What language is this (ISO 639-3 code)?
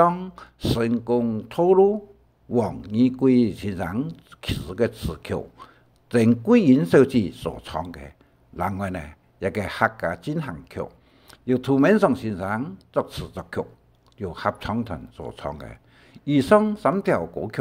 hak